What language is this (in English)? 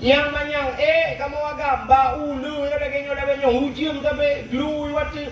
Achinese